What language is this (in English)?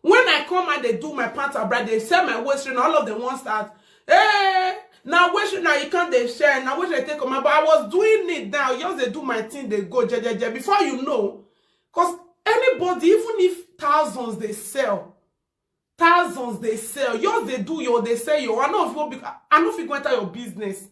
Nigerian Pidgin